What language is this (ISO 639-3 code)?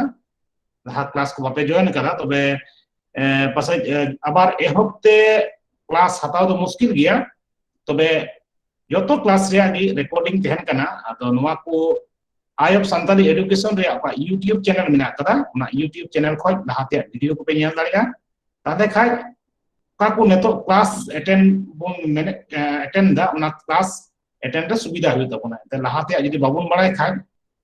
sat